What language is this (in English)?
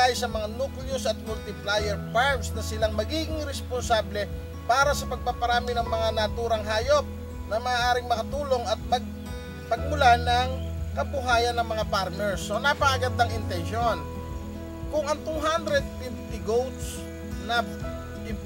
Filipino